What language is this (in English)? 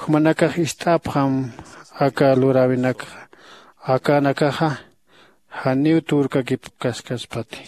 Aymara